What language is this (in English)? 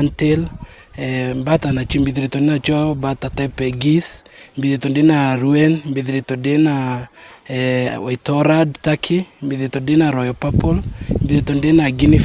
Meru